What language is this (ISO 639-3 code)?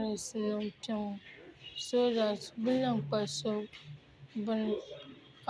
dag